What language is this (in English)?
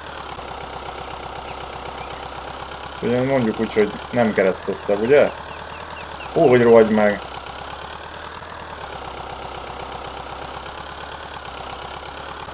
Hungarian